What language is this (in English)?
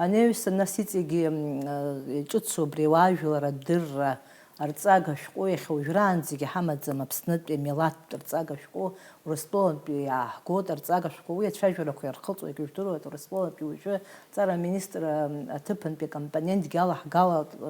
Abkhazian